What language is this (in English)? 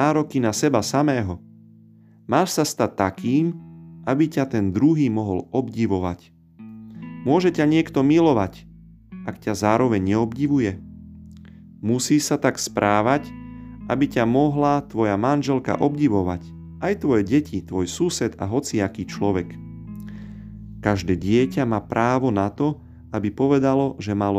Slovak